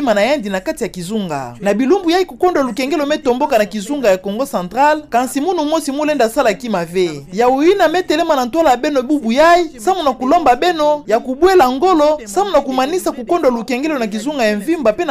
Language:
Kituba (Democratic Republic of Congo)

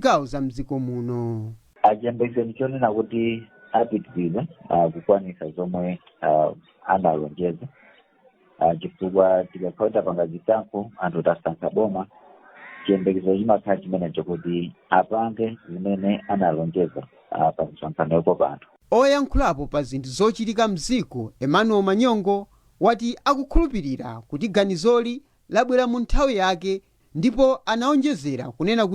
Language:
Nyanja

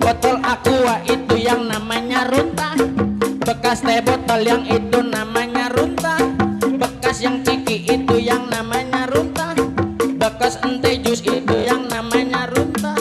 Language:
Betawi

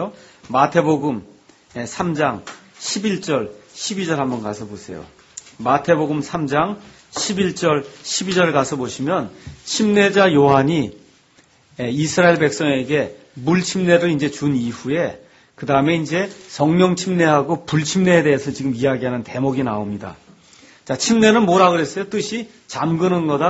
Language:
Korean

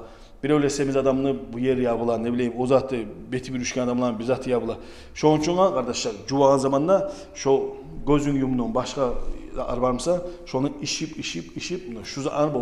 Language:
Kumyk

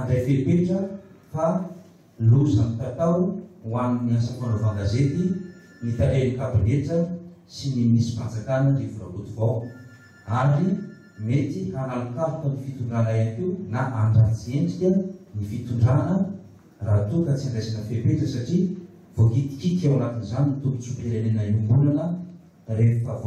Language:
Malagasy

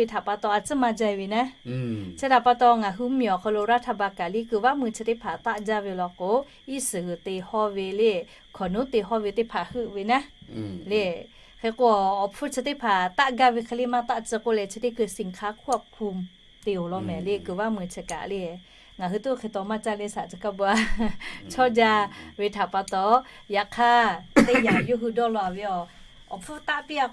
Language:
Lahu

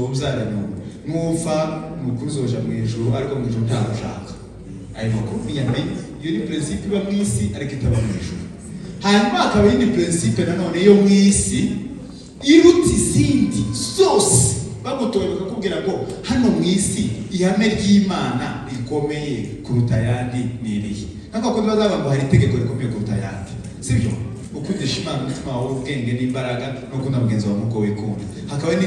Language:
Kinyarwanda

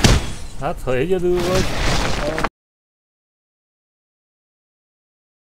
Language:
Hungarian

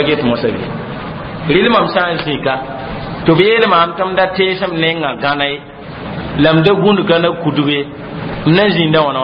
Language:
Mossi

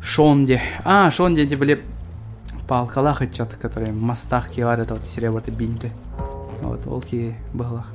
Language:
Yakut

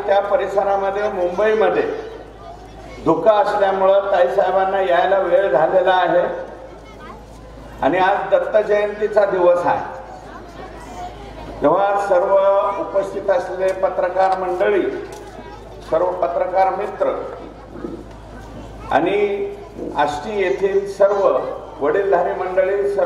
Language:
Marathi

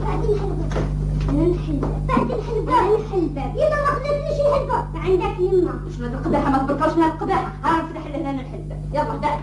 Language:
Algerian Arabic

